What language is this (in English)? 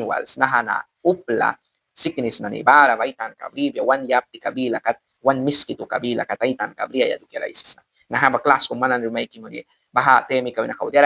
Mískito